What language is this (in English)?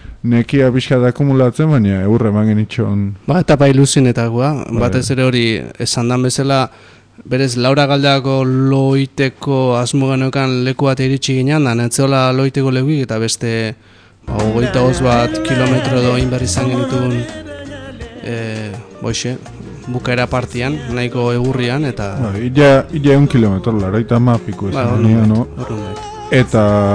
Basque